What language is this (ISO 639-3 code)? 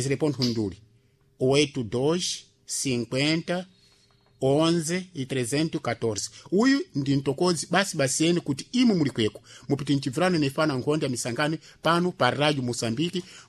seh